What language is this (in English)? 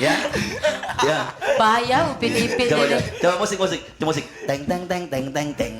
Musi